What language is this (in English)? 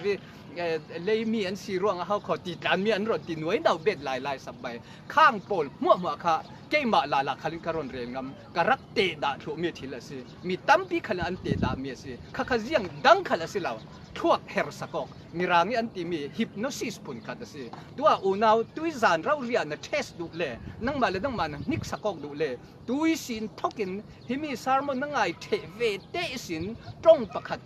Falam Chin